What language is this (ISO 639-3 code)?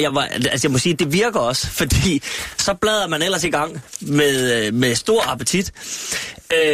dan